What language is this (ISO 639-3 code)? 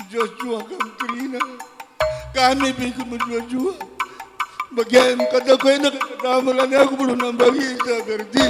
btx